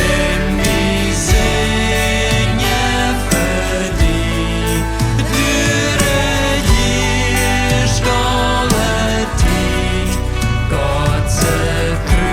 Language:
Plautdietsch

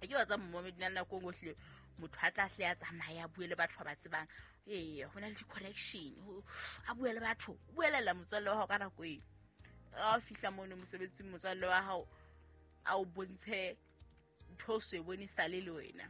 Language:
Southern Sotho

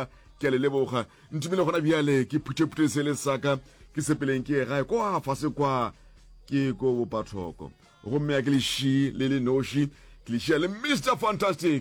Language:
Northern Sotho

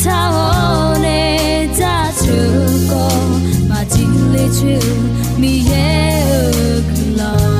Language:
Akha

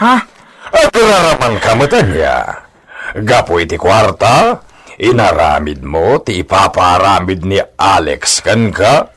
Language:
Iloko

